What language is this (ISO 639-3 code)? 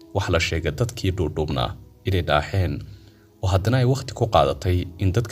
som